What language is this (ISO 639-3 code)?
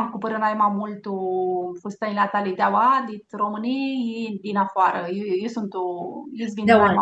rup